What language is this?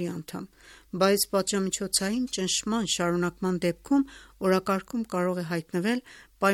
Armenian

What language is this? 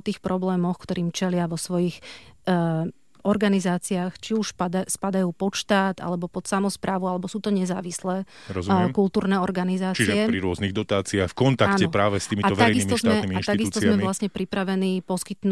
Slovak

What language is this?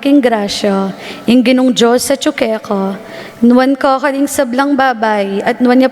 Pampanga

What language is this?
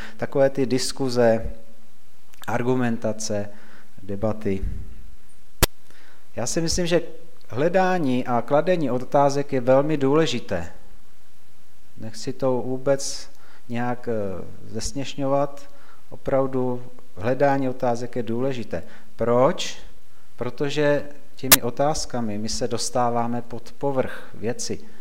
Czech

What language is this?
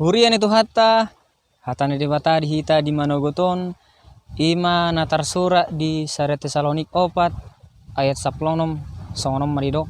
Batak Toba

